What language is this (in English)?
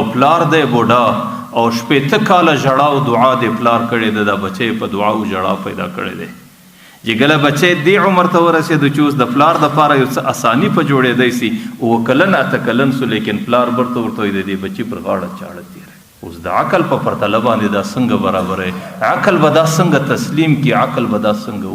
Pashto